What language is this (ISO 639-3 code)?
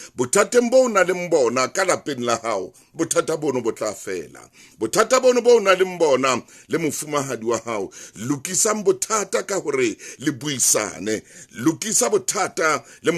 sot